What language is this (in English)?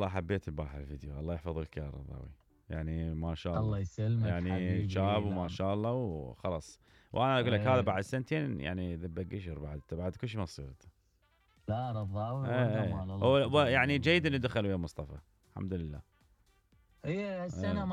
Mesopotamian Arabic